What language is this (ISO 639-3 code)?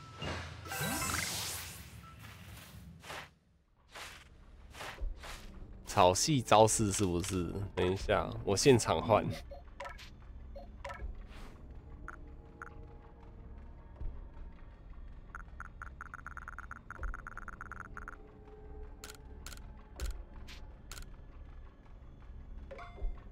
zho